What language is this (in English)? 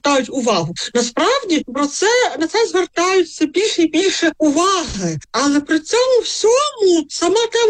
Ukrainian